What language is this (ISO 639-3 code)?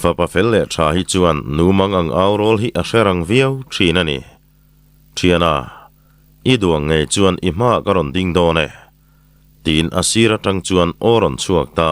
lus